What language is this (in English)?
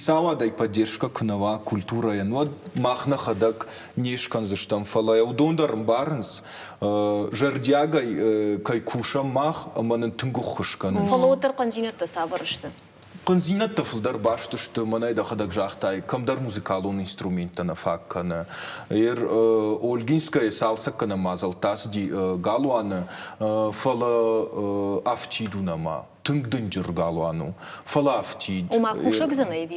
Ossetic